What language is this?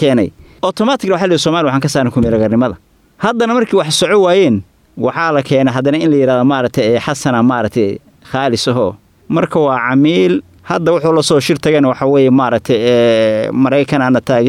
Somali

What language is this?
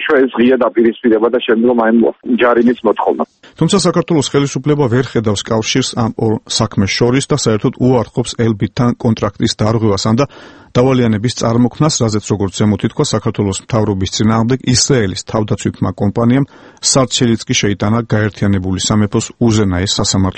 Georgian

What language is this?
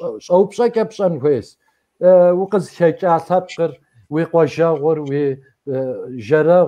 Kabardian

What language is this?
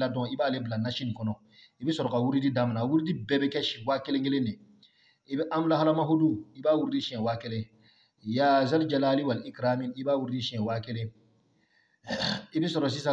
Bambara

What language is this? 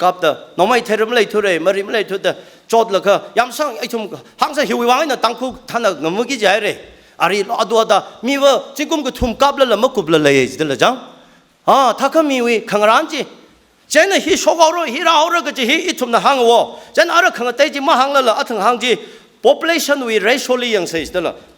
Tangkhul Naga (India)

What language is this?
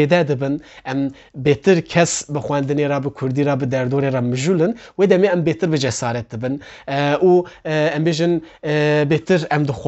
Kurdish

